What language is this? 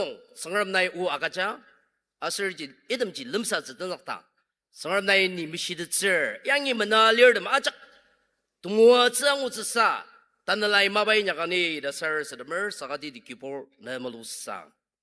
Ao Naga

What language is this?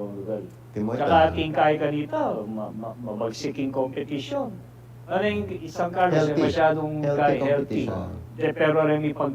Pampanga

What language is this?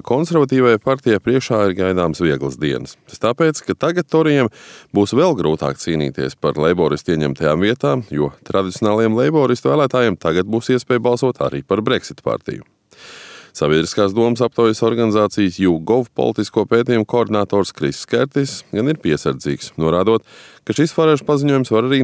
Latvian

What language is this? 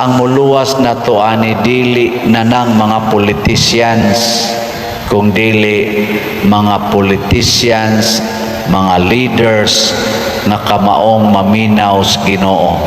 Cebuano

